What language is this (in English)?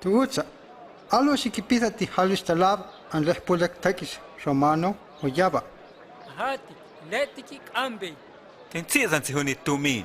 Huastec